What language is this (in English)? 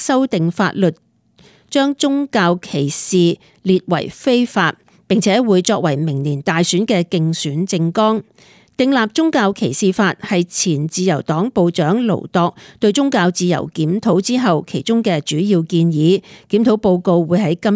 Cantonese